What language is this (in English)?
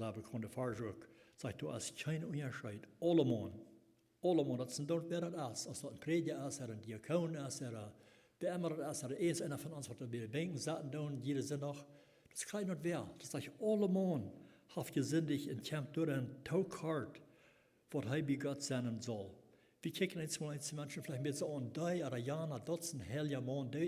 Plautdietsch